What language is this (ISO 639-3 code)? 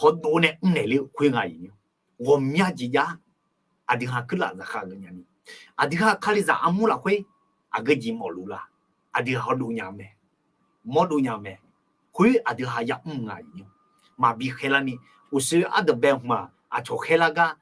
ahk